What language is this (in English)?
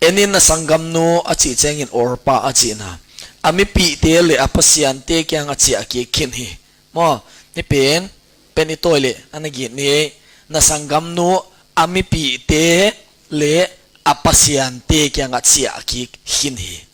Tedim Chin